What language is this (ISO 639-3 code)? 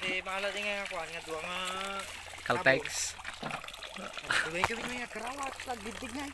ilo